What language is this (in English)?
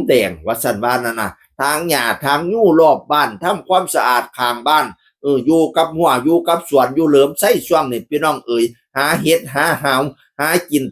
Northeastern Thai